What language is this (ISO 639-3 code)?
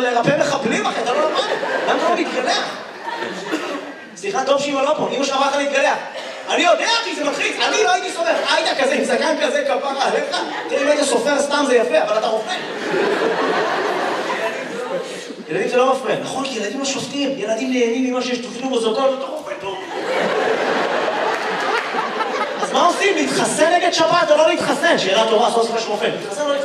heb